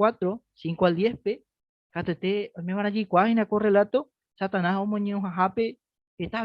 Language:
Guarani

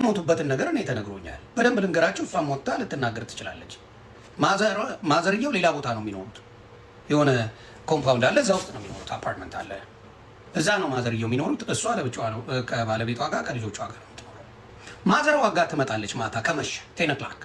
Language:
Amharic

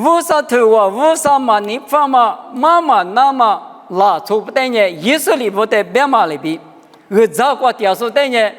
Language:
Lisu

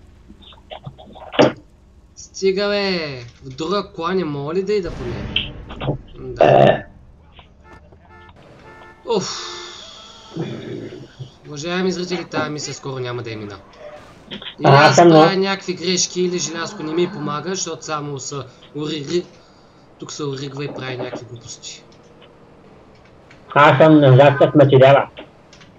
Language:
Bulgarian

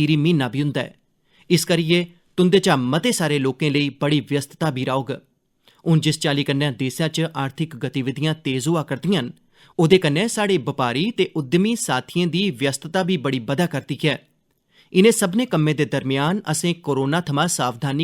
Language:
Dogri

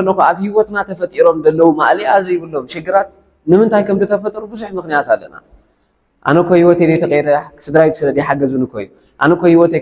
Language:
Tigrinya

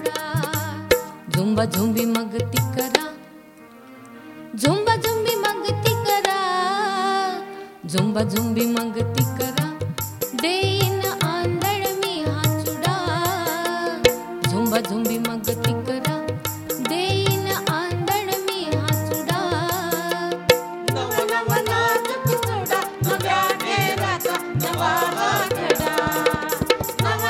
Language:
Marathi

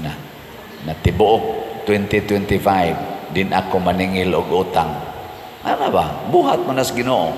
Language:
Cebuano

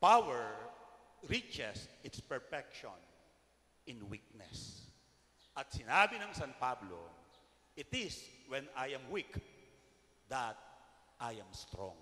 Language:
Pampanga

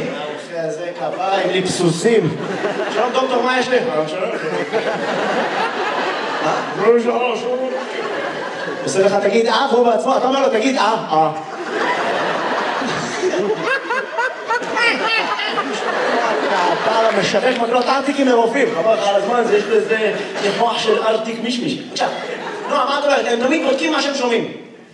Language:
Hebrew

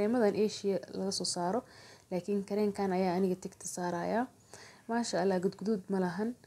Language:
Somali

